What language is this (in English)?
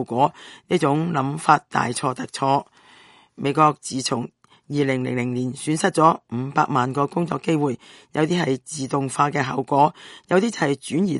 Cantonese